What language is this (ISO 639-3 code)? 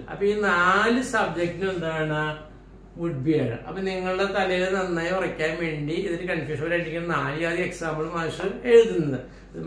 mal